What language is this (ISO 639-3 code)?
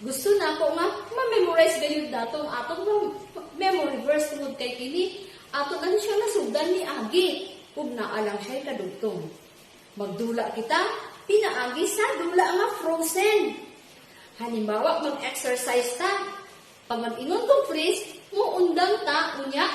ceb